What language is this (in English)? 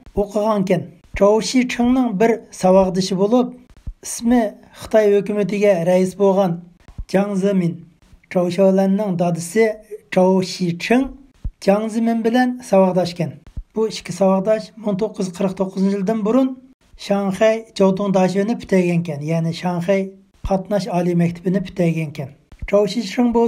Uyghur